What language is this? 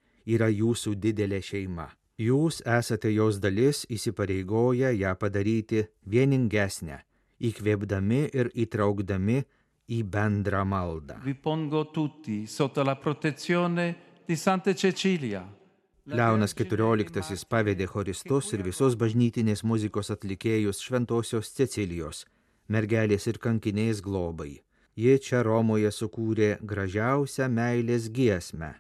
Lithuanian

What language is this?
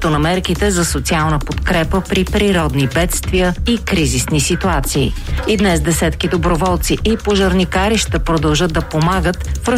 Bulgarian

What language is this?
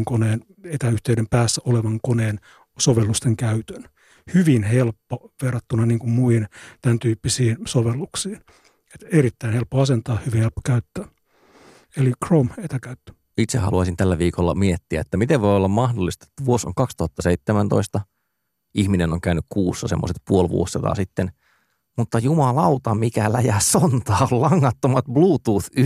Finnish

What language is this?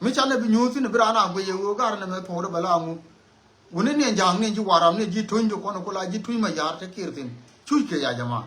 Nuer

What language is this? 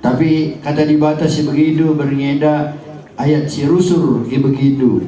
Batak Karo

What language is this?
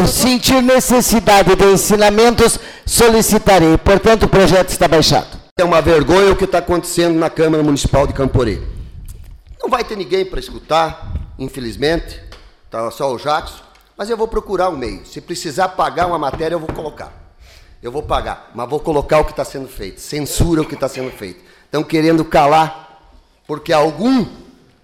Portuguese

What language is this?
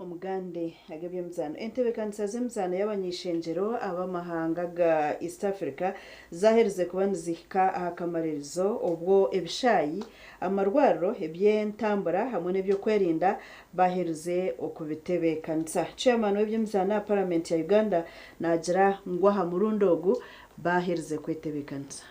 Nyankole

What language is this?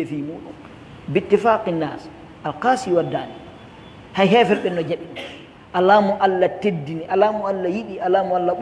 Pular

